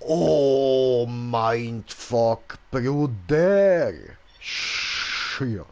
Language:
Swiss German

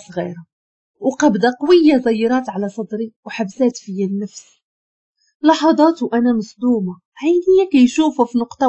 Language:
Moroccan Arabic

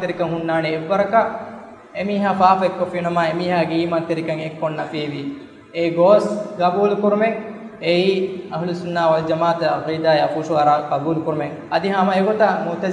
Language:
Divehi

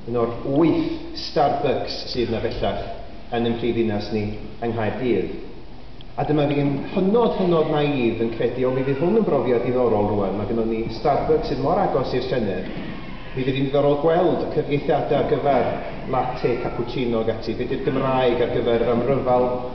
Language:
Welsh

